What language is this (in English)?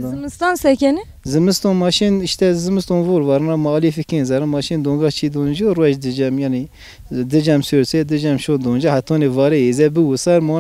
Zaza